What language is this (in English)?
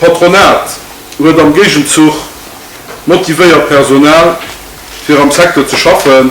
Luxembourgish